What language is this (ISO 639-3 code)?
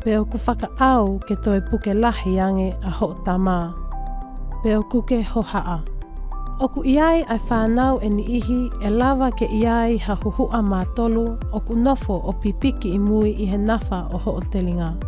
ton